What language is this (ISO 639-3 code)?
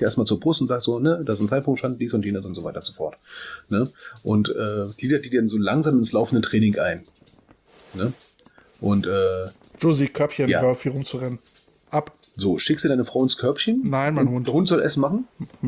deu